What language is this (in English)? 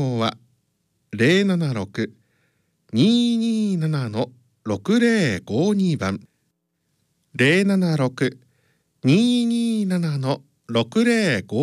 Japanese